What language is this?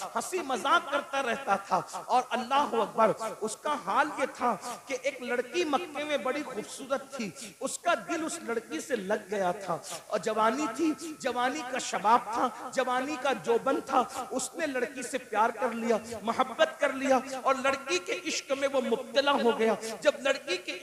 Hindi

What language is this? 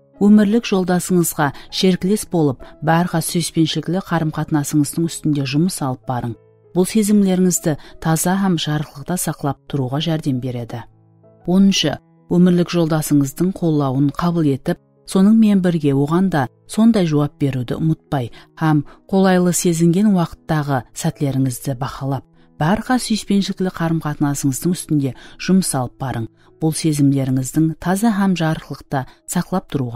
Kara-Kalpak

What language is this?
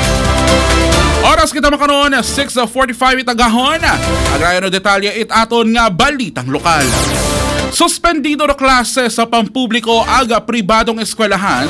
Aklanon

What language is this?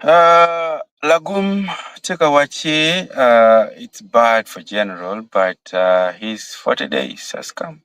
Acoli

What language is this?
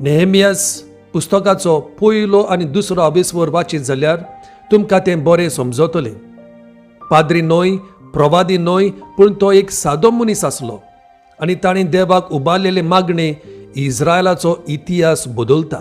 Konkani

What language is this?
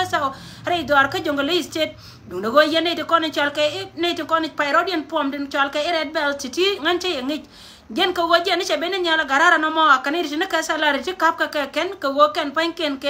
Nuer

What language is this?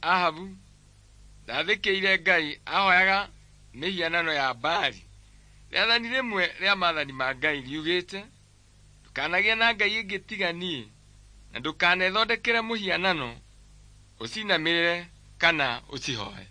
Kikuyu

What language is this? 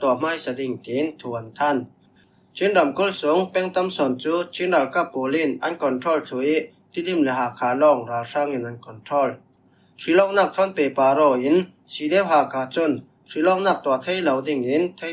Falam Chin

